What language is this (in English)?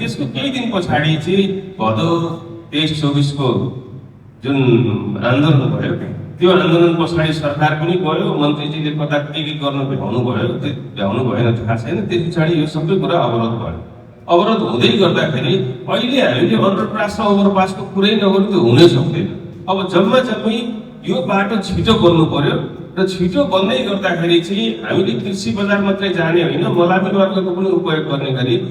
Nepali